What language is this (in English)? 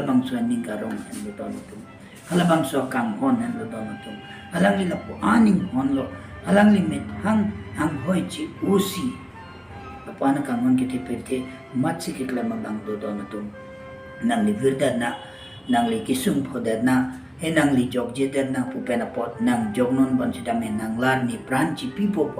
Karbi